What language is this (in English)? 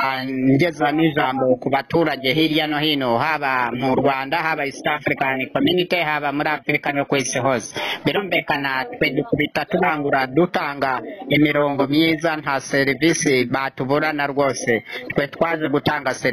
Kinyarwanda